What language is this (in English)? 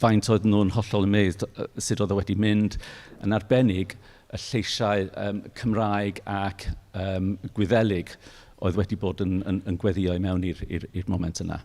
Welsh